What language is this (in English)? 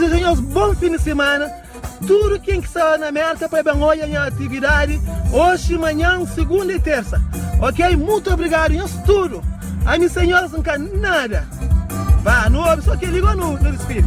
Kabuverdianu